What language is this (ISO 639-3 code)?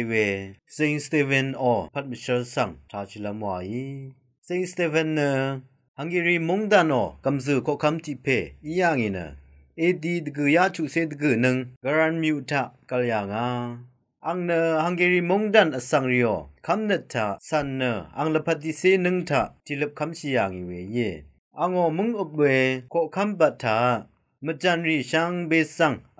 raw